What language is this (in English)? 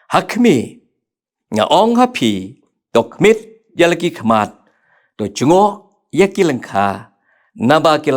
Khasi